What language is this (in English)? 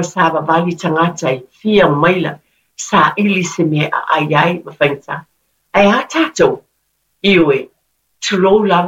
Samoan